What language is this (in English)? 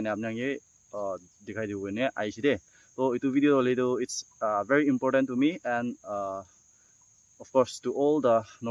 Naga Pidgin